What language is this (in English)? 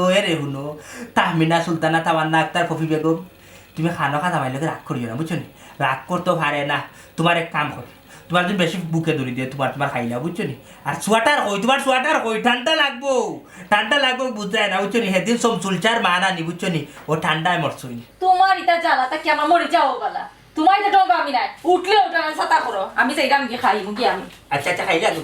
Sylheti